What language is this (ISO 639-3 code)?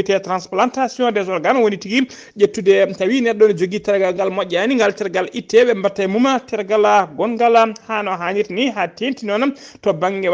ful